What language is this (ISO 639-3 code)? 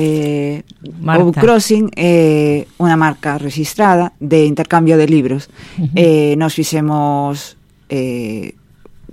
glg